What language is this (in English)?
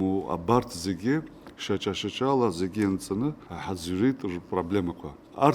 Abkhazian